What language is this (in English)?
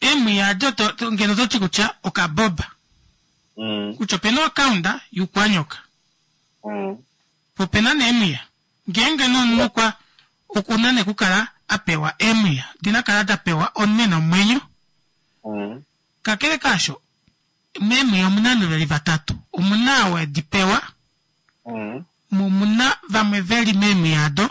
Kuanyama